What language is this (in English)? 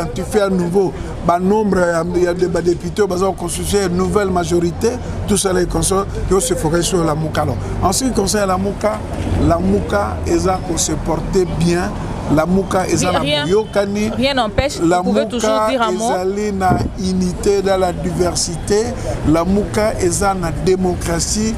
Lingala